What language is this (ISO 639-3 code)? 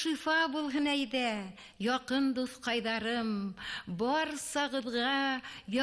bak